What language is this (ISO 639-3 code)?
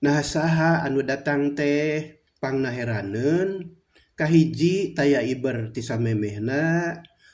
sun